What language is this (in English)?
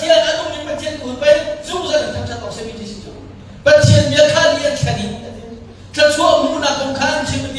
Hakha Chin